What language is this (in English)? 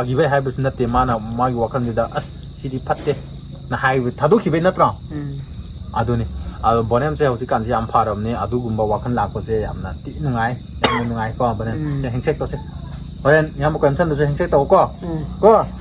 Manipuri